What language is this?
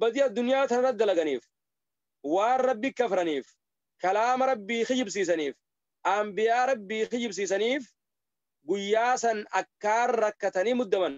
Oromo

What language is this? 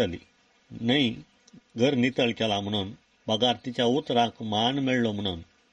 Konkani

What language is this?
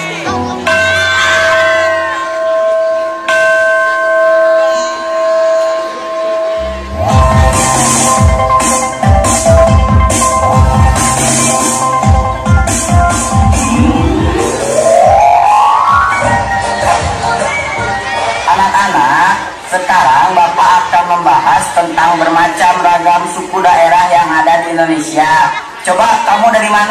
Indonesian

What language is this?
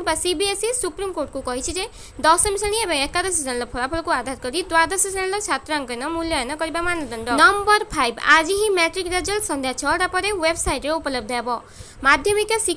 Odia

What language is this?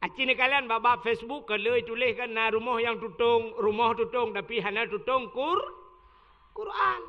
Achinese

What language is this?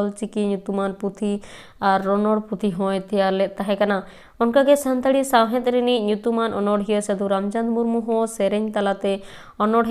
Santali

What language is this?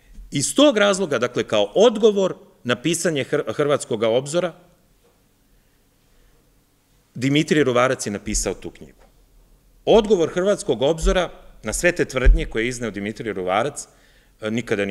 Serbian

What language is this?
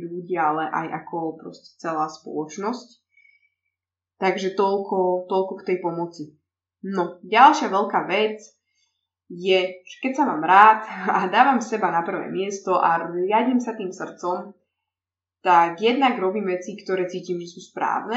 Slovak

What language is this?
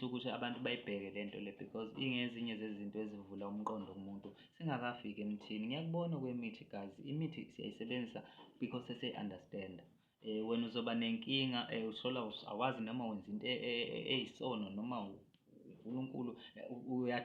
Zulu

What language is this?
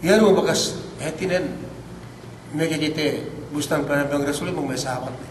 Yakan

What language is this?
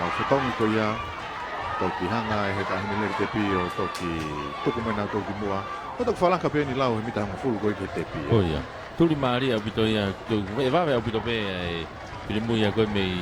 Tongan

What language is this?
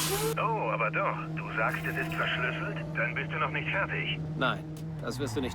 Bavarian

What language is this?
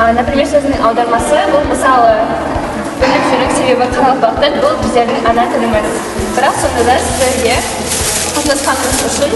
Kara-Kalpak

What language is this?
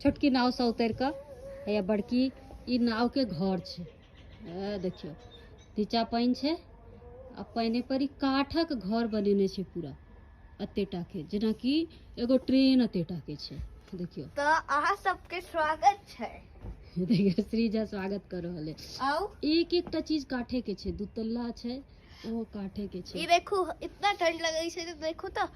Maithili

